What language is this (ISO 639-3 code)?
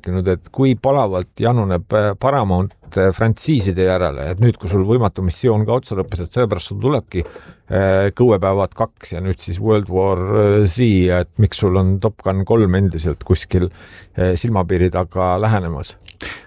est